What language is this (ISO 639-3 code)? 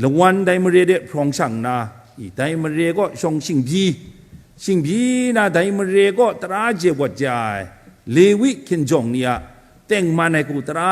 kac